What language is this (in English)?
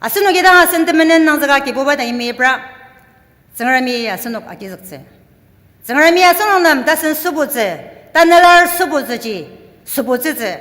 Ao Naga